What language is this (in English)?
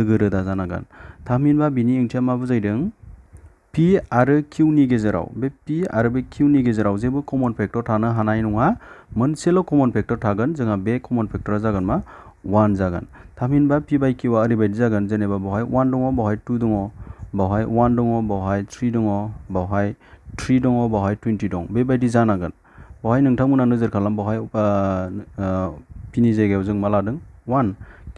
Bodo